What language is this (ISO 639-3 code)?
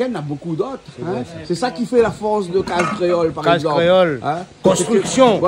rcf